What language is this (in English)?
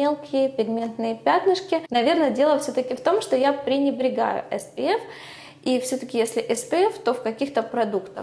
Russian